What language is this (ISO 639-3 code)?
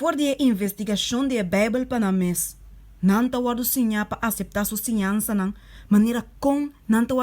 pap